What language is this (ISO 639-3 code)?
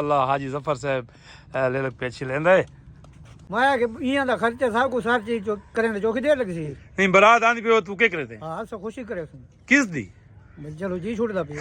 skr